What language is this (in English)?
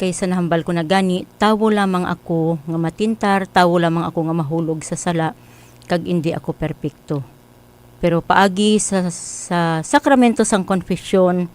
Hiligaynon